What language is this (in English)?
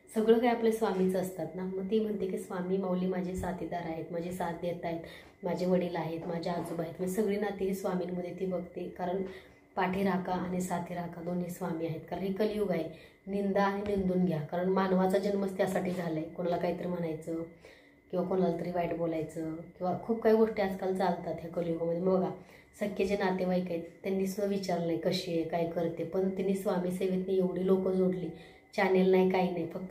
Marathi